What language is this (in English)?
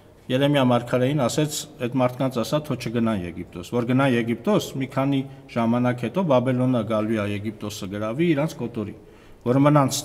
Armenian